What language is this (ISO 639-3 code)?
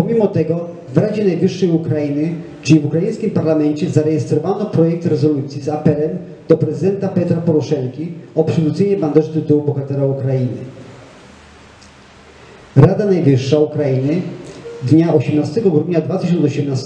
pol